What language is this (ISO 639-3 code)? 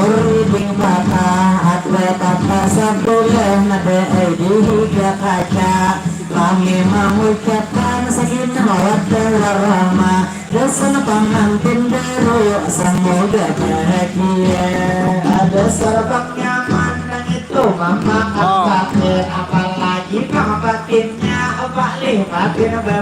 bjn